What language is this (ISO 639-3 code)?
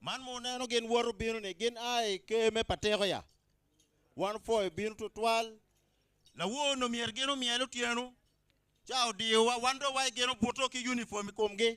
ach